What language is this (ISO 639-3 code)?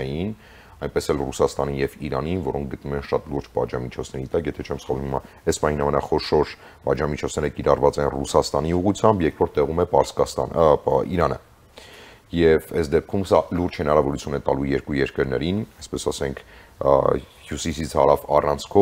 hye